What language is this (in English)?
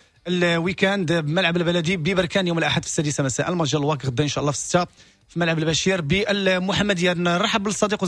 Moroccan Arabic